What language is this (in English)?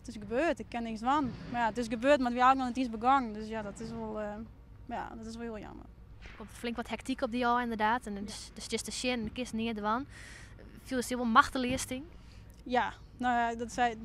Western Frisian